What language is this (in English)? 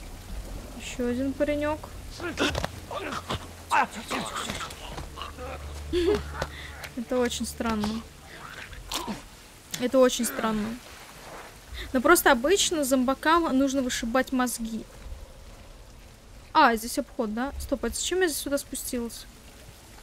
Russian